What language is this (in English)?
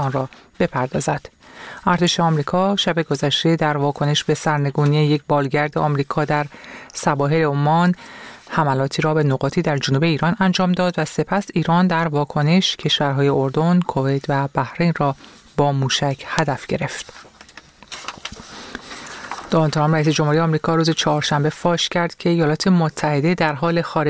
Persian